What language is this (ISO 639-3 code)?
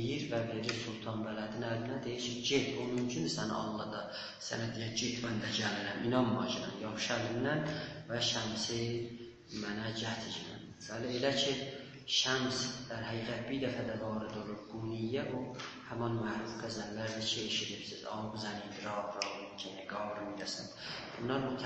azb